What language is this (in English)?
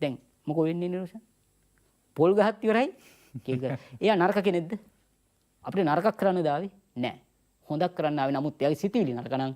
Sinhala